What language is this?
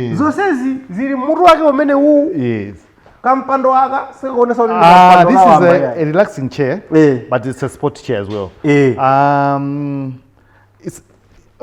Nyanja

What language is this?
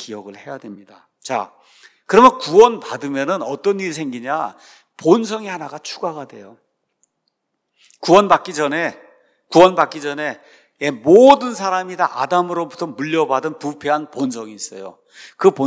Korean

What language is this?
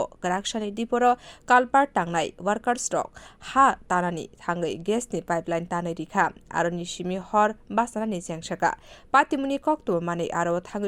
Kok Borok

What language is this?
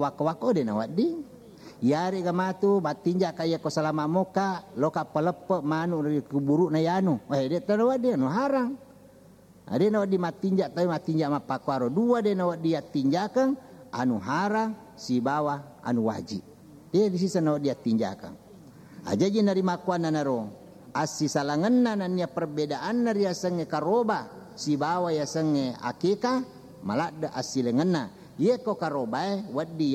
Buginese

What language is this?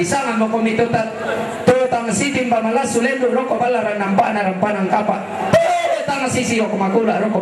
Toraja-Sa'dan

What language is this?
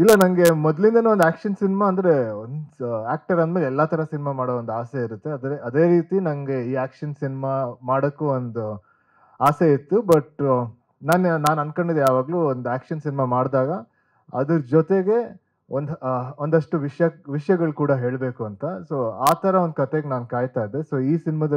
Kannada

